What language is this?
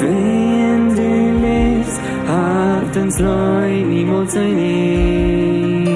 Plautdietsch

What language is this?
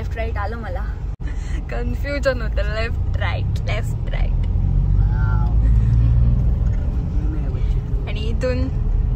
Marathi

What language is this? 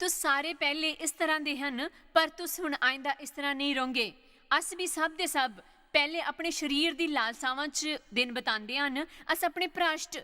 Dogri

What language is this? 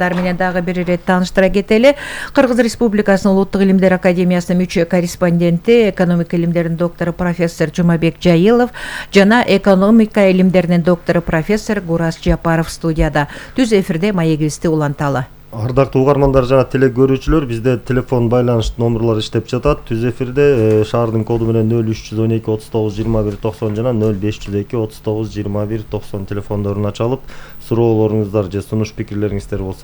Kyrgyz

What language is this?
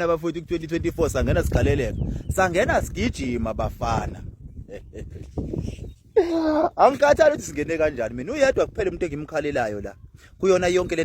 Zulu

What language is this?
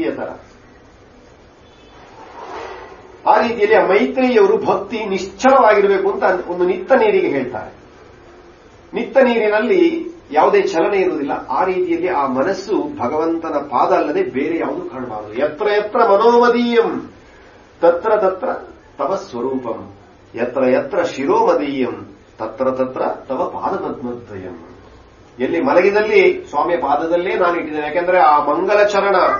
Kannada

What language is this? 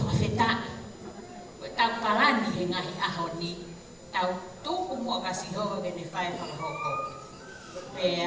Tongan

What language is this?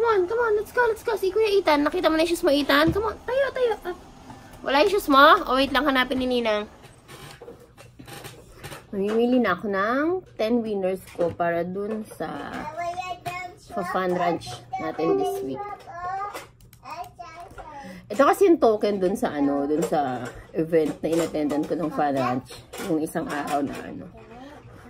Filipino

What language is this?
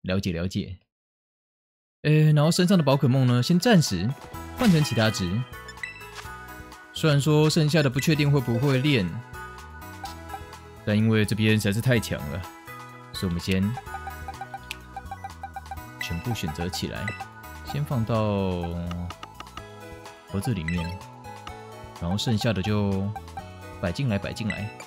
Chinese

